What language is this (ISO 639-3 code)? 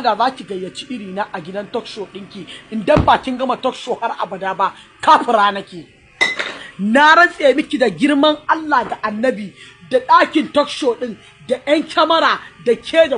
hau